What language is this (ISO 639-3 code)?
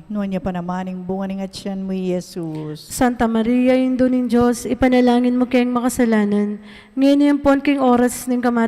pam